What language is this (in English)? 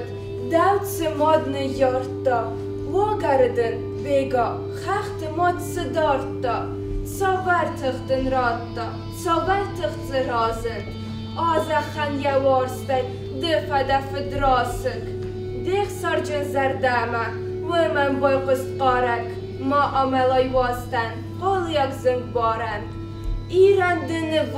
Ossetic